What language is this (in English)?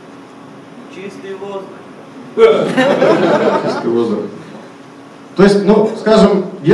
Russian